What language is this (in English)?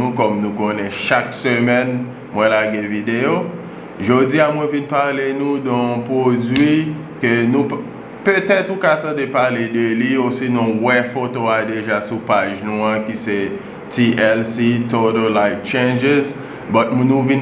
Haitian Creole